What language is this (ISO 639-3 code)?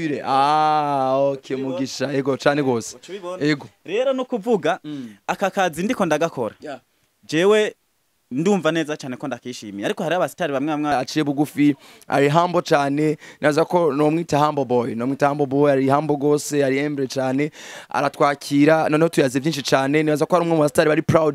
run